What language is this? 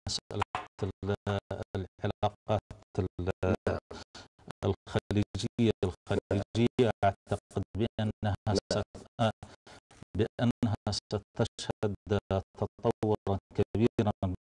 Arabic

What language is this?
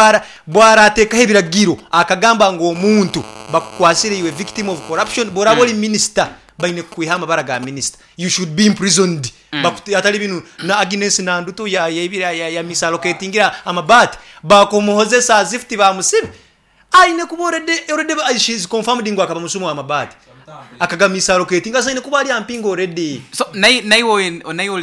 Nyoro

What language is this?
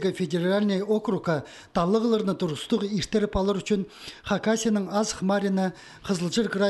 Khakas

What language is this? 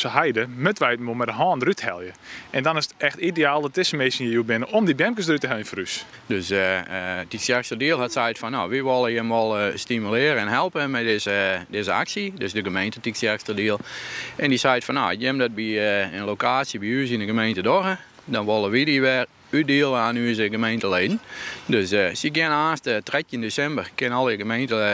Western Frisian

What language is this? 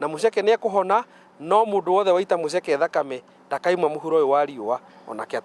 Kikuyu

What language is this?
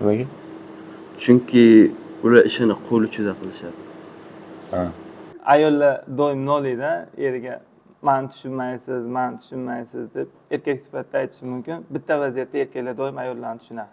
Uzbek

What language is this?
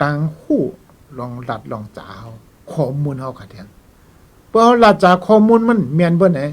Shan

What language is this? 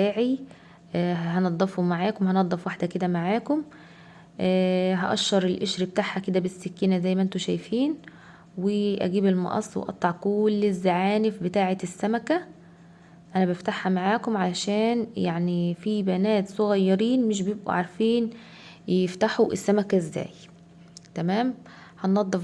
Egyptian Arabic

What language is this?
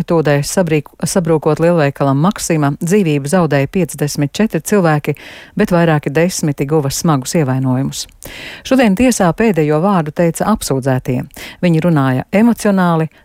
Latvian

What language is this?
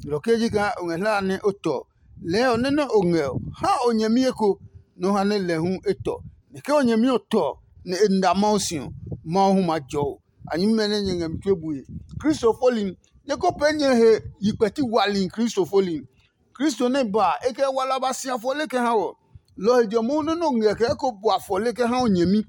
Adangme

